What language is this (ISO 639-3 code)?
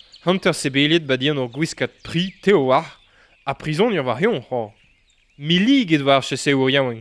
bre